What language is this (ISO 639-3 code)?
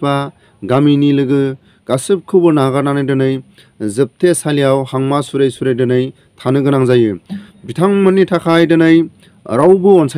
brx